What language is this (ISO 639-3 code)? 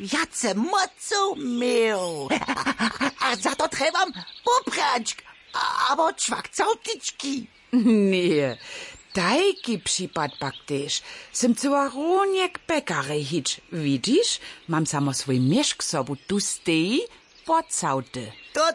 hsb